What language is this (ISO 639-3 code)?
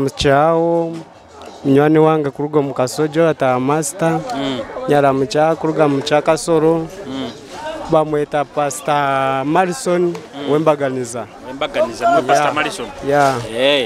nyo